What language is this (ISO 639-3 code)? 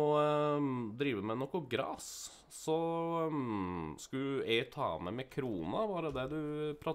nor